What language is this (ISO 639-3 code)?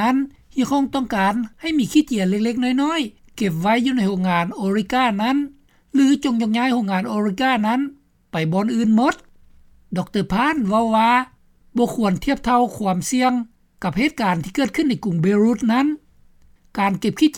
lao